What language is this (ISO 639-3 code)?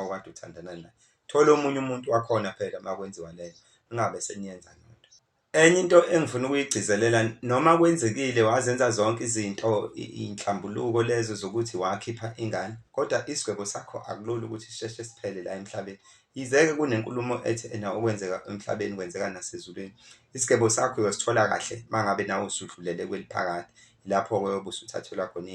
zul